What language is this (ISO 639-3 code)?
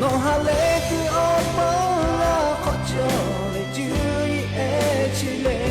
lhu